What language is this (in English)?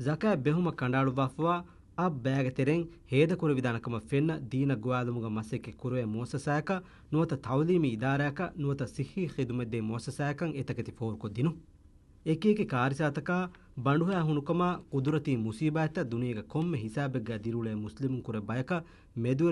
Divehi